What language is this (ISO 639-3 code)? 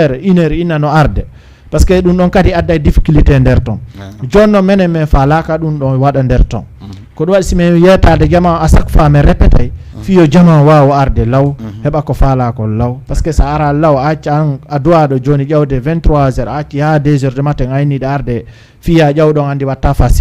ful